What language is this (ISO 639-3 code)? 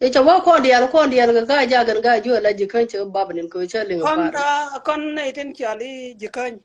nus